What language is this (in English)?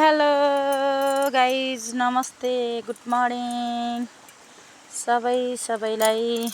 Nepali